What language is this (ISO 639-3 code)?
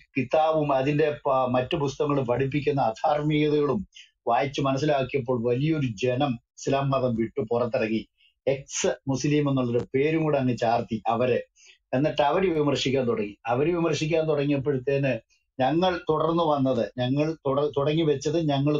mal